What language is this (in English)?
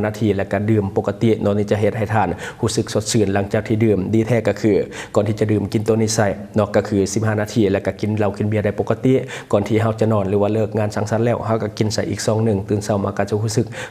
Lao